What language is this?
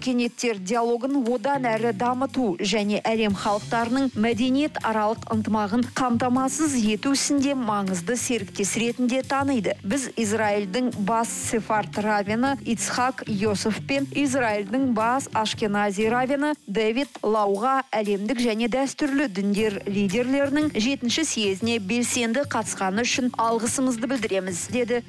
Kazakh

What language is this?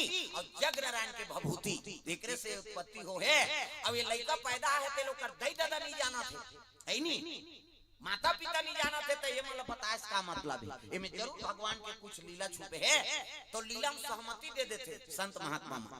Chhattisgarhi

